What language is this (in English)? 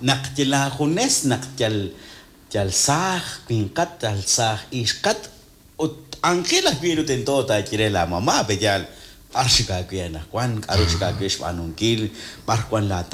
Kekchí